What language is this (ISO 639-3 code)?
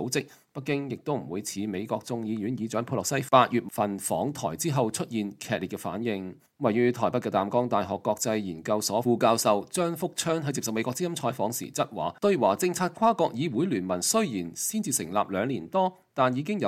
yue